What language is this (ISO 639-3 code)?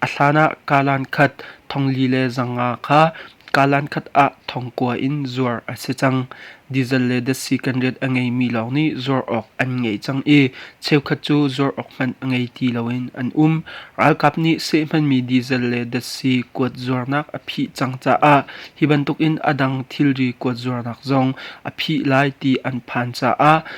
cnh